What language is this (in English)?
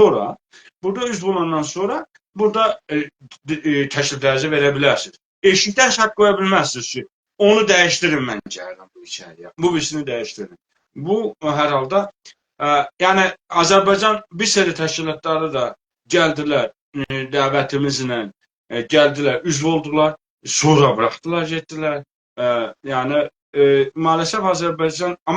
South Azerbaijani